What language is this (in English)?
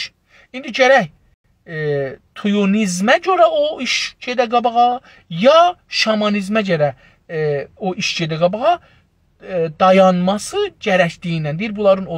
South Azerbaijani